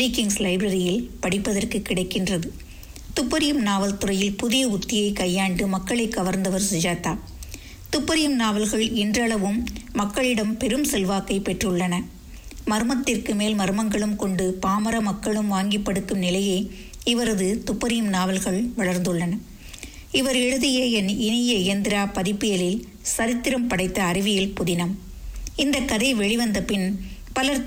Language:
Tamil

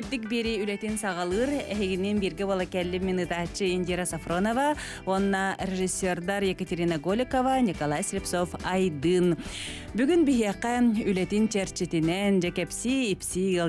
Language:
Yakut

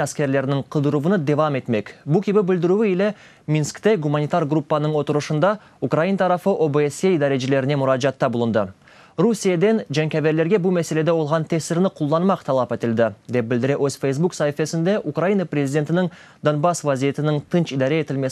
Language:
Crimean Tatar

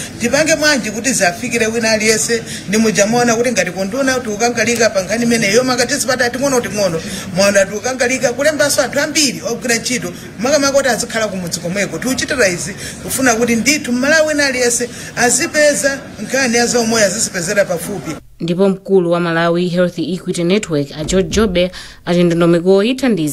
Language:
Nyanja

